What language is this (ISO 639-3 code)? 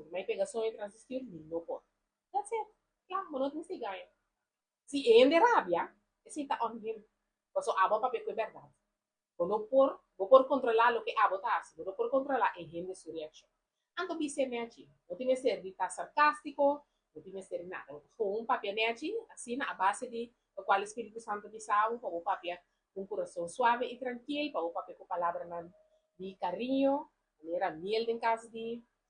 pap